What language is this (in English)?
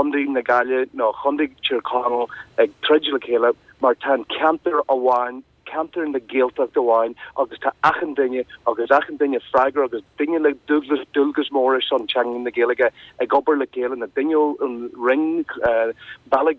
Irish